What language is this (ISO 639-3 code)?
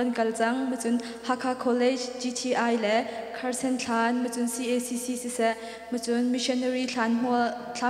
cnh